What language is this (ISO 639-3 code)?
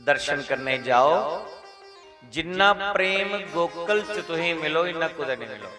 doi